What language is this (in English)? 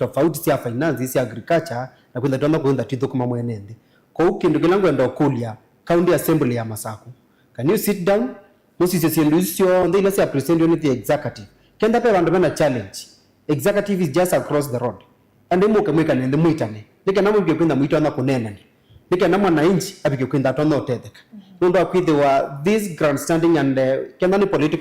Kamba